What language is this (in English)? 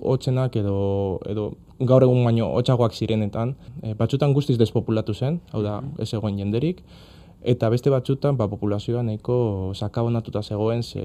Basque